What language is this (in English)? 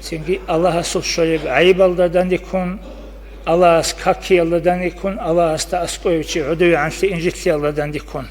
Avaric